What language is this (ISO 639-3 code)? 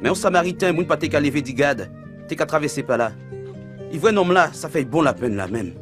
gcf